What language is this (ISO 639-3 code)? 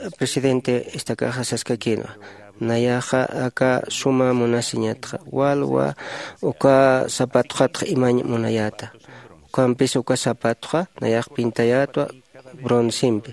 aym